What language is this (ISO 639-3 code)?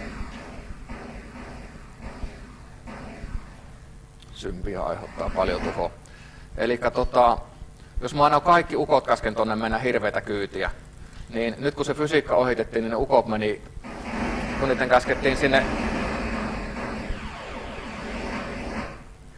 fin